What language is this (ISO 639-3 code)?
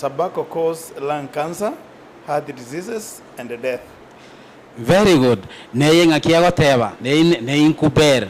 guz